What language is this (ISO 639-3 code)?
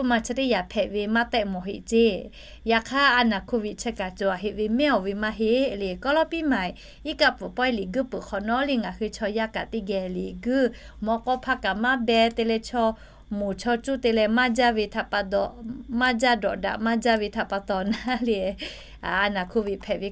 lhu